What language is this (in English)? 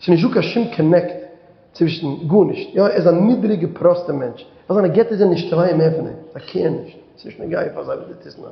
Yiddish